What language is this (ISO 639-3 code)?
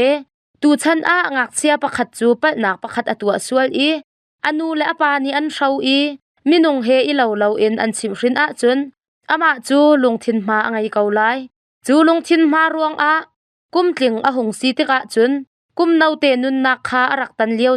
cnh